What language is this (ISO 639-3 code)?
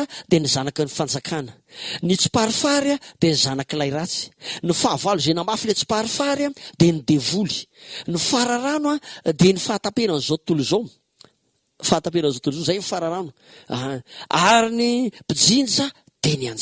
mlg